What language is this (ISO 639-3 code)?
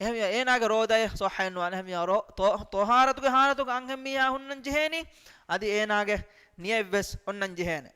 div